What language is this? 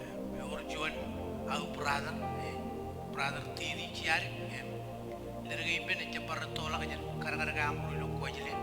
Marshallese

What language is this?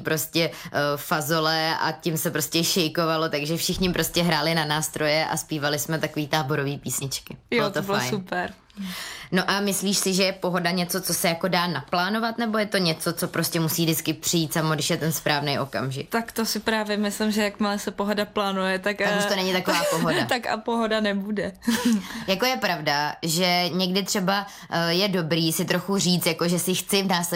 Czech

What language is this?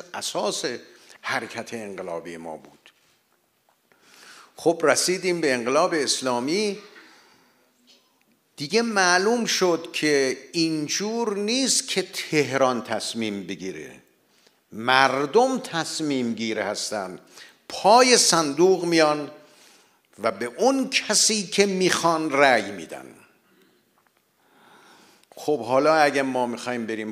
Persian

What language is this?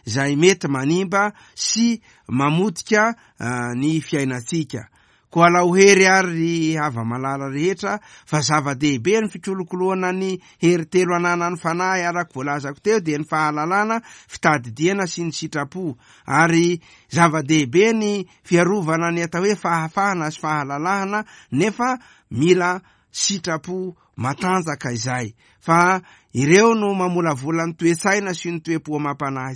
Malagasy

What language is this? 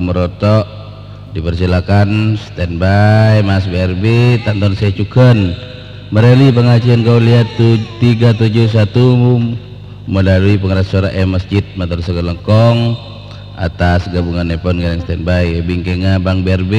Madurese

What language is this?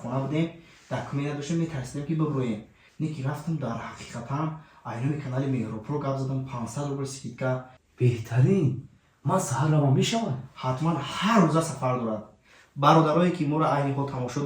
Tajik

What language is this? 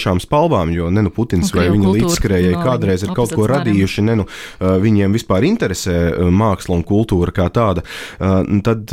Latvian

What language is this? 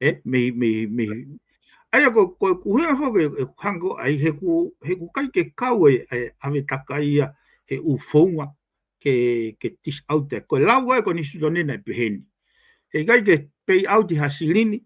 Tongan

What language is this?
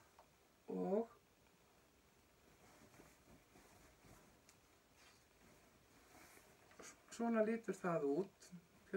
Icelandic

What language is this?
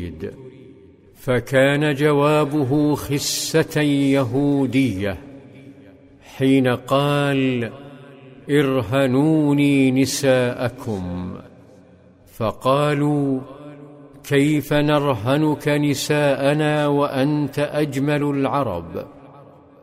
Arabic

